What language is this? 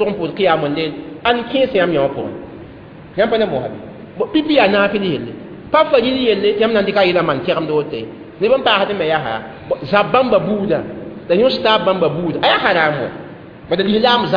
Mossi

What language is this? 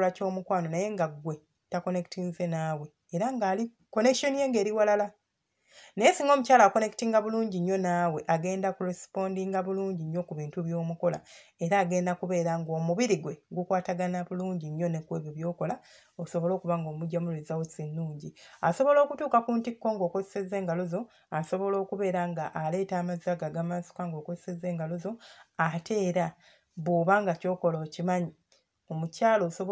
Ganda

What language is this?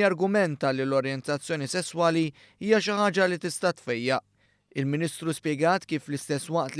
Maltese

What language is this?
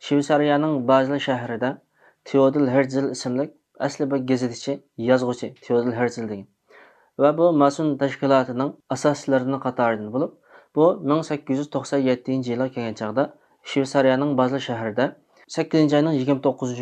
Uyghur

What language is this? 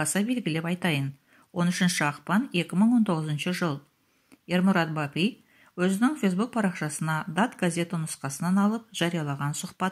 Kazakh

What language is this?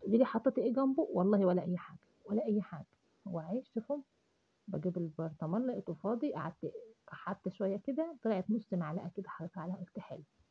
Egyptian Arabic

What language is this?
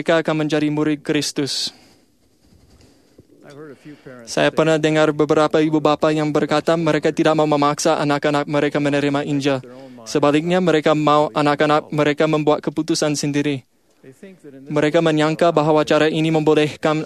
Malay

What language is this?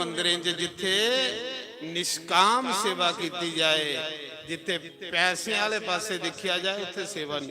Dogri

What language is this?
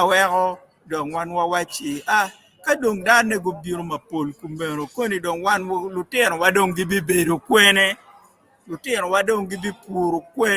Acoli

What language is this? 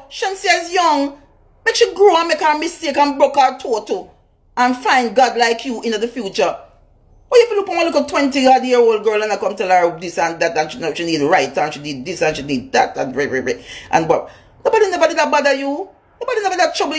Jamaican Creole English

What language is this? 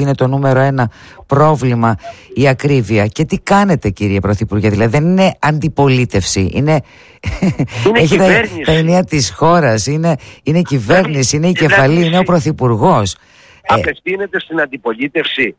Greek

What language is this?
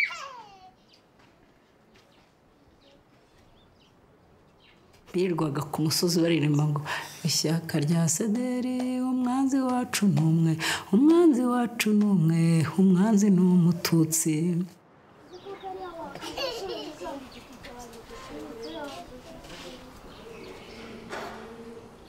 Kinyarwanda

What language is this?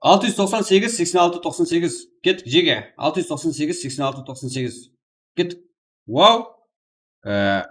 Kara-Kalpak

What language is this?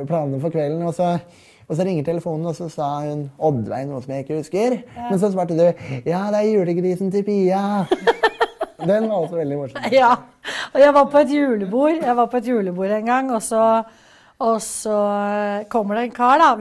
Norwegian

